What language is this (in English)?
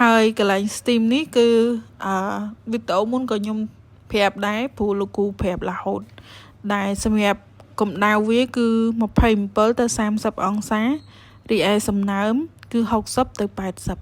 Khmer